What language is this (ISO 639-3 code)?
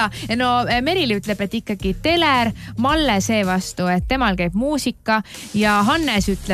est